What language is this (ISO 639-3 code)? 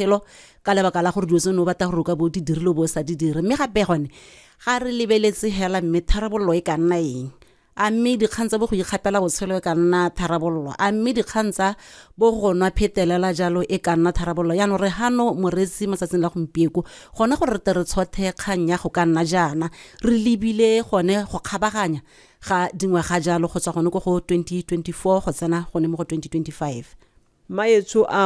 tsn